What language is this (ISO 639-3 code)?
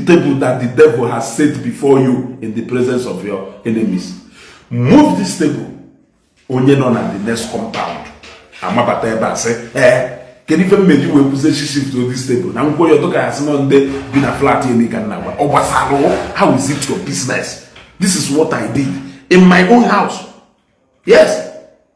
ibo